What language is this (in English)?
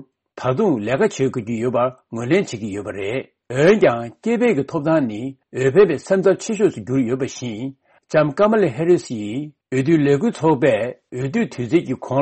Tibetan